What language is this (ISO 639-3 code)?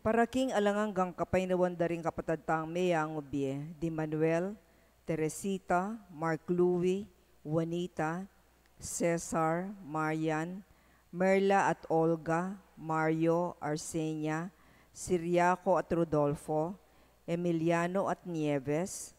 pam